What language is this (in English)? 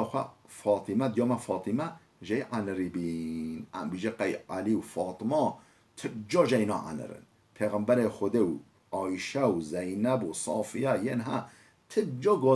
Kurdish